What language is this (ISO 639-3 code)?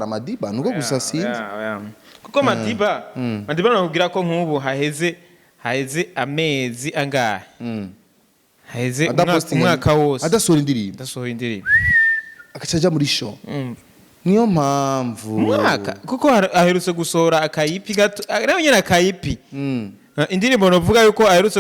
run